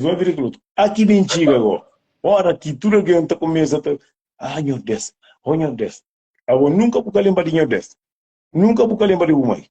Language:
Kabuverdianu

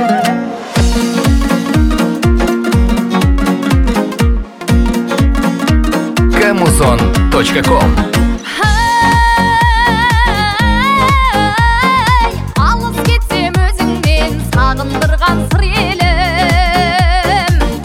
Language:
Kazakh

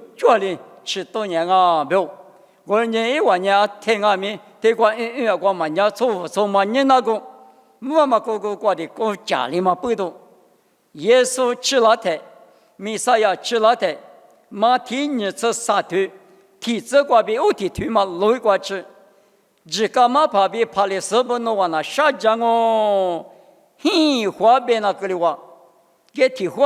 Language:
Lisu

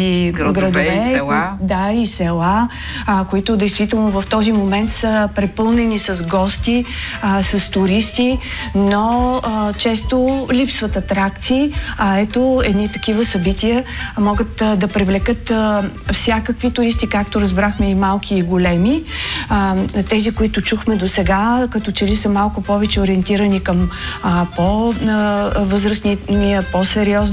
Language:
Bulgarian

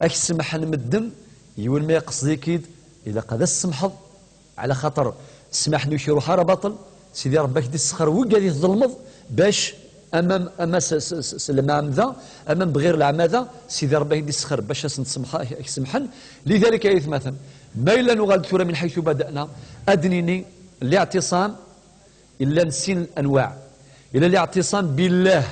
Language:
Kabyle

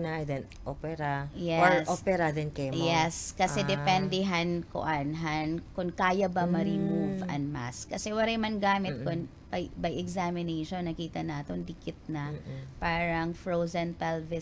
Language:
Waray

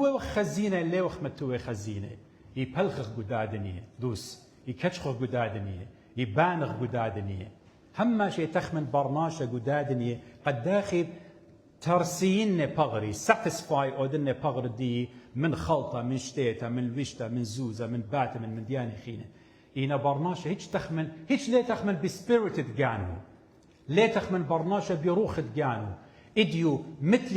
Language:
Assyrian Neo-Aramaic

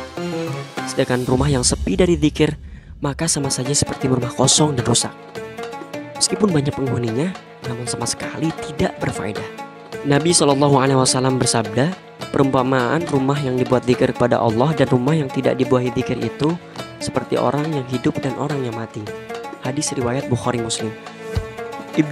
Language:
Indonesian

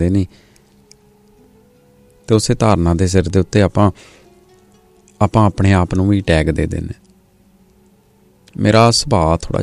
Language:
Punjabi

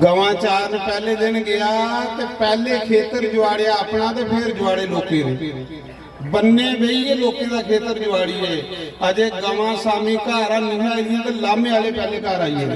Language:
Dogri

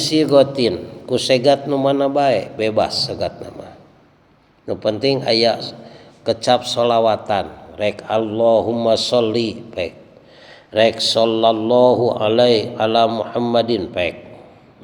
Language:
Sundanese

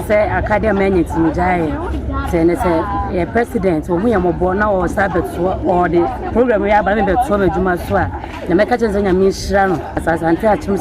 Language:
Akan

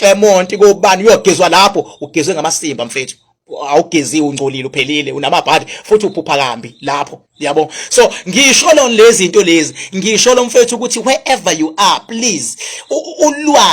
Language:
Zulu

